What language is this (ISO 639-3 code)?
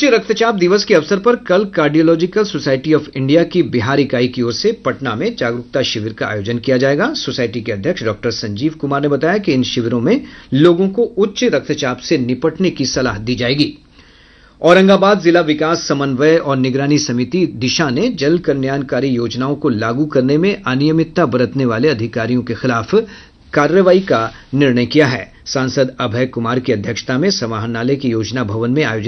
hin